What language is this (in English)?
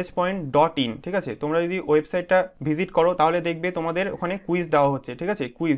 Bangla